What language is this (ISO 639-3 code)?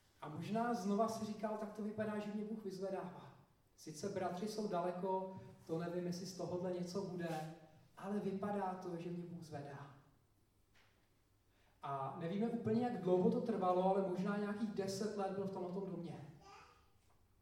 ces